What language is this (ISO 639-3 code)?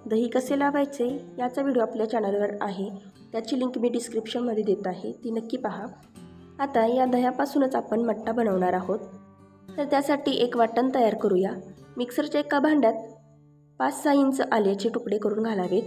mar